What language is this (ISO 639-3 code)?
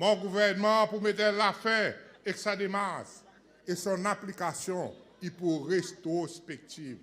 crs